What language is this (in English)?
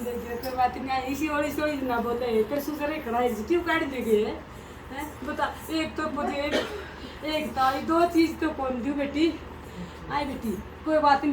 Haryanvi